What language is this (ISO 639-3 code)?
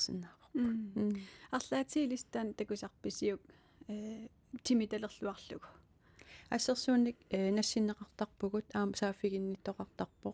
kal